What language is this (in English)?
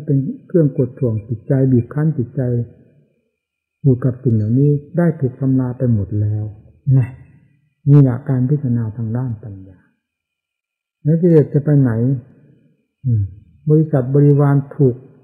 Thai